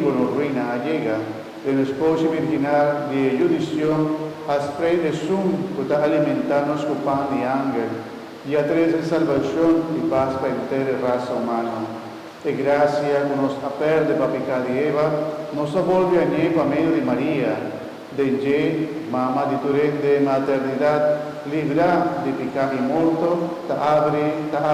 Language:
Papiamento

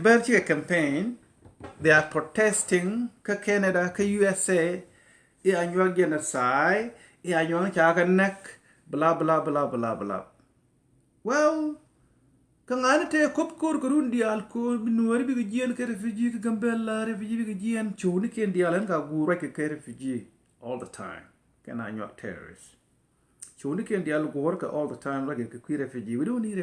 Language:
Nuer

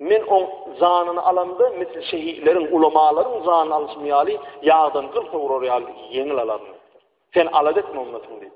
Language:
Turkmen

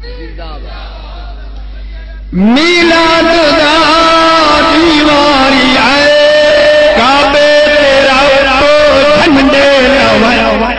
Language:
Saraiki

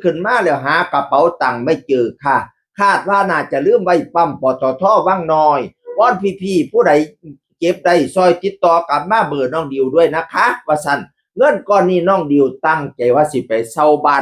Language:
Northeastern Thai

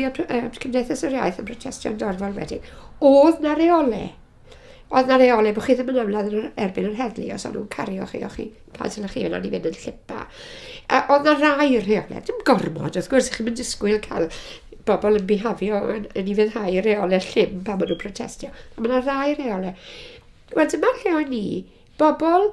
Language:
Welsh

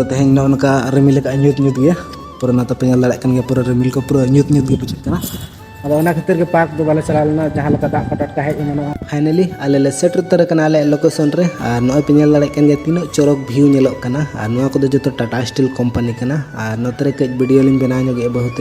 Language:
Santali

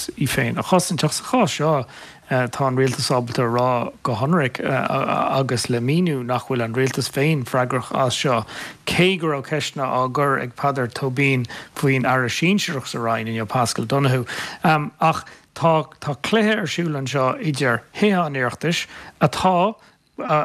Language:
Irish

